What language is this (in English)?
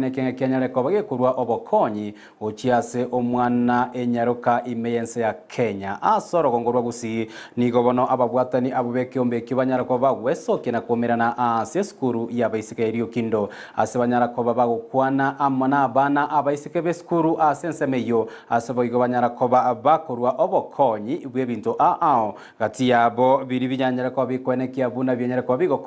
Gusii